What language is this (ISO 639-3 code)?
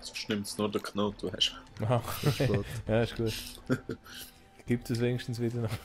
gsw